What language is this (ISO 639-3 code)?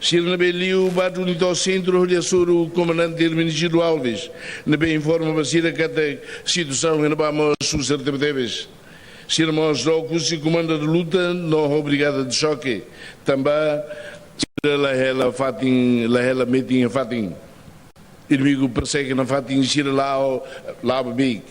tet